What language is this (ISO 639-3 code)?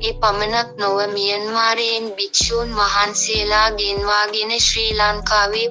sin